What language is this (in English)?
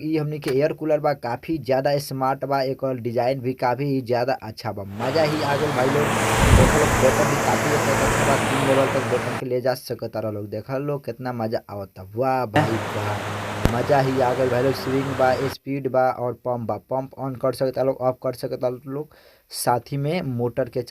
Bhojpuri